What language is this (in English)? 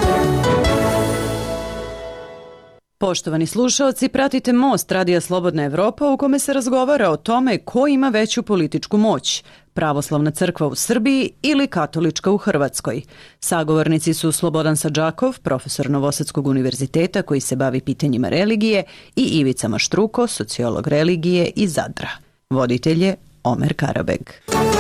Serbian